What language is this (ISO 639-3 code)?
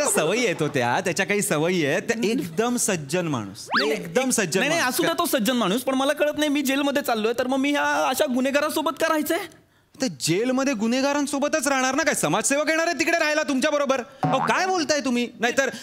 mar